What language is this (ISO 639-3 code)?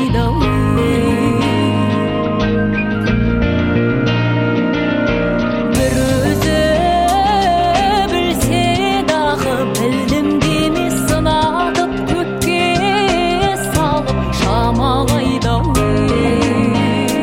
kaz